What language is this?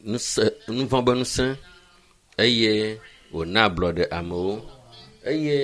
Ewe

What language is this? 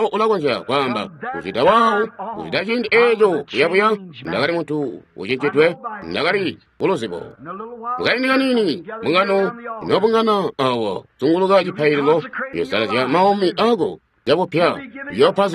Tonga (Zambia)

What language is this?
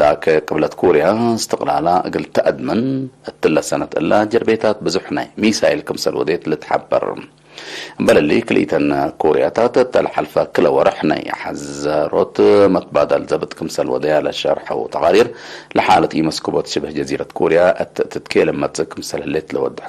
Tigre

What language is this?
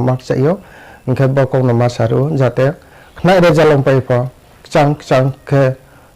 Riang (India)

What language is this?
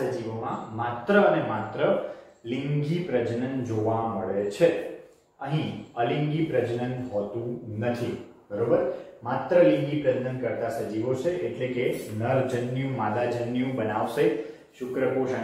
Gujarati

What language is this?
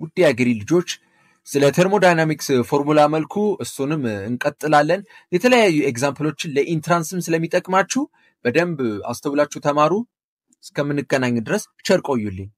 Amharic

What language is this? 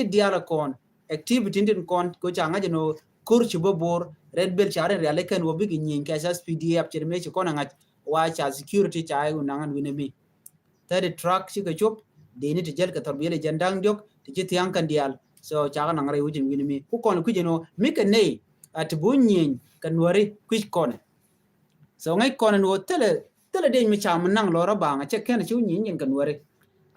Nuer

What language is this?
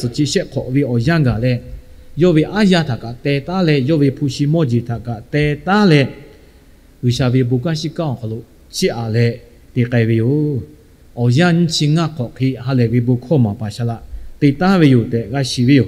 Lahu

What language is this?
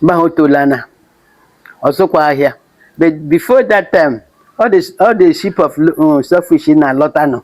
Igbo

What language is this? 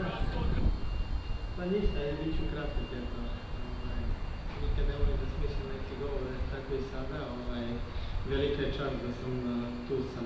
Serbian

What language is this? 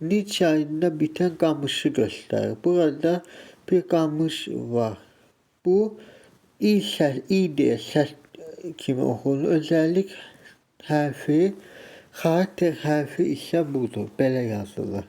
Azerbaijani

